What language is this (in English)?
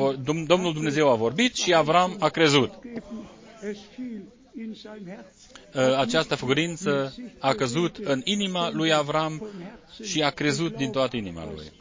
Romanian